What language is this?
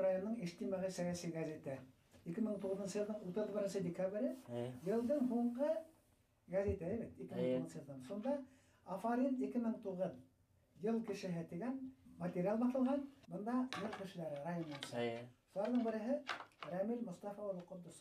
Bashkir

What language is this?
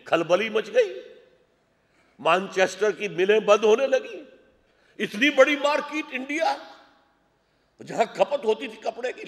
Urdu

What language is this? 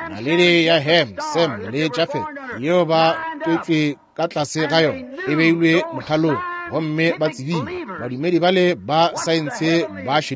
Northern Sotho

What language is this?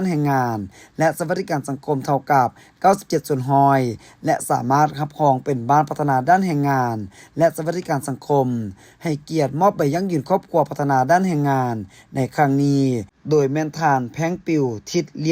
Lao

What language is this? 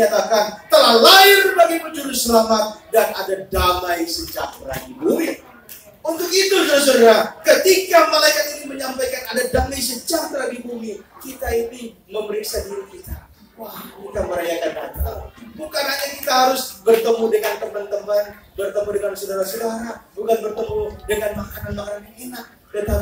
Indonesian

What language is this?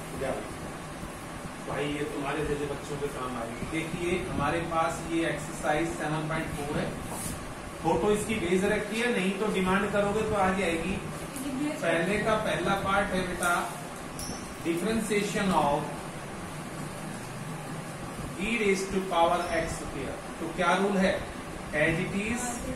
Hindi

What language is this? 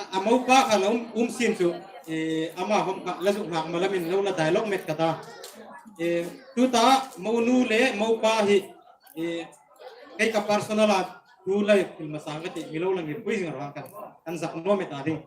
Hmar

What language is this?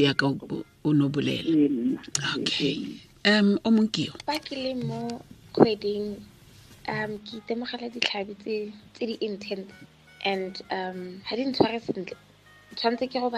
Tswana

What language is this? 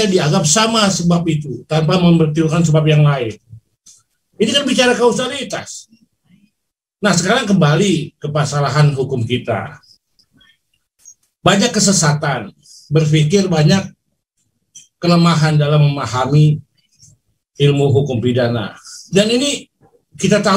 Indonesian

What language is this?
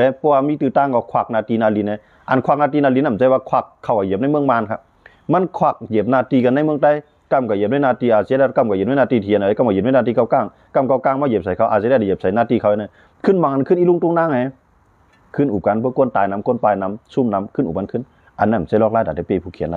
Shan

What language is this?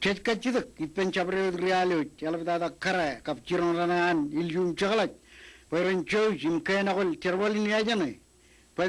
Marshallese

